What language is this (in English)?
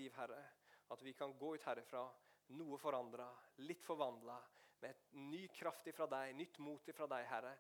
Norwegian